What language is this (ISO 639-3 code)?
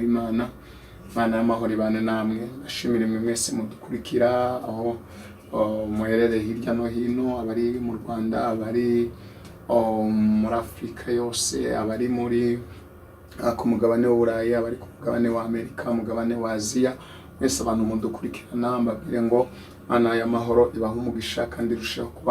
kin